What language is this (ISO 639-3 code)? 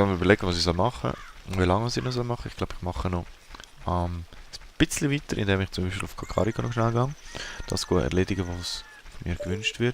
gsw